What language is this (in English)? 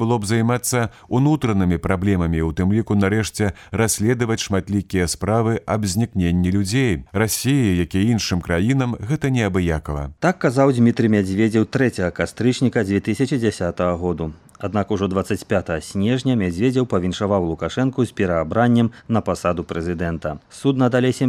Belarusian